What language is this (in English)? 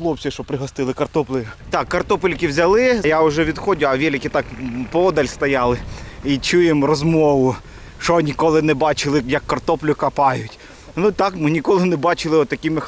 Ukrainian